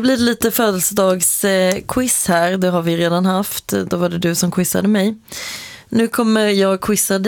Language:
Swedish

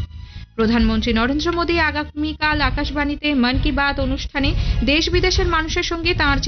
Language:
Bangla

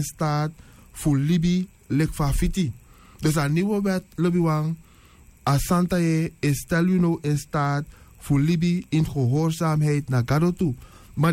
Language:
Sranan Tongo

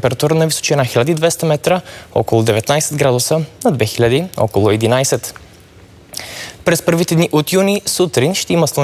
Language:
Bulgarian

